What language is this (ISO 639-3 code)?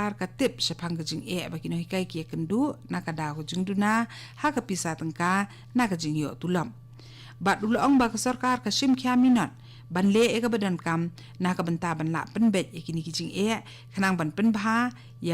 kha